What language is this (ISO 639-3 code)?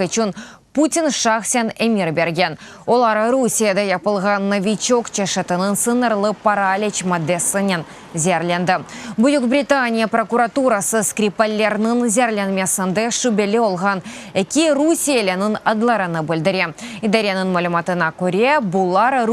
crh